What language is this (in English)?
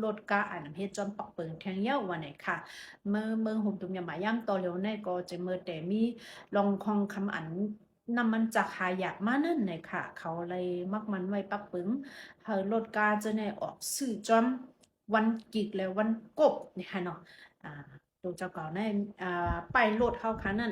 Shan